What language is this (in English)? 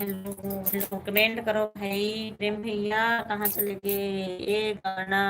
Chhattisgarhi